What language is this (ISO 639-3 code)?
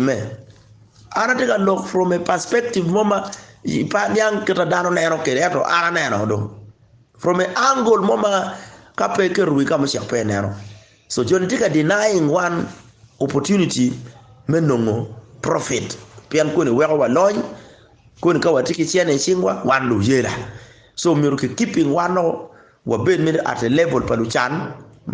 ach